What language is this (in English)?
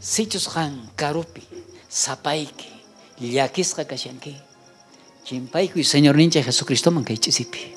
South Bolivian Quechua